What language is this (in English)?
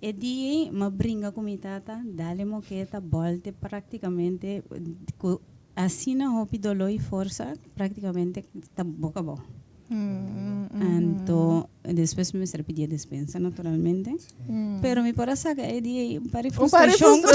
Papiamento